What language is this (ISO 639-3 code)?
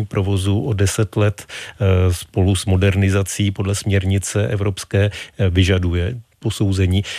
ces